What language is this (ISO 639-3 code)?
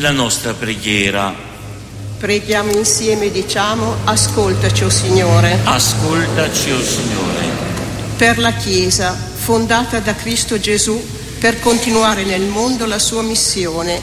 ita